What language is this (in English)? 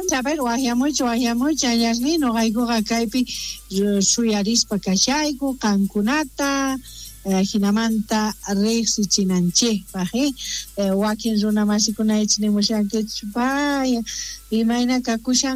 South Bolivian Quechua